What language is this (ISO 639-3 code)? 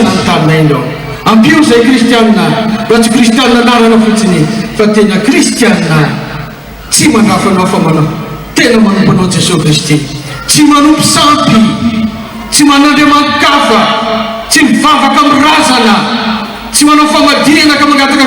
mlg